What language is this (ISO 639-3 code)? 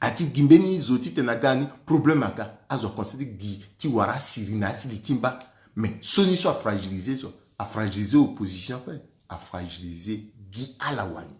sag